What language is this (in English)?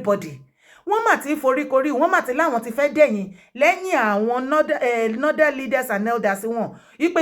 Yoruba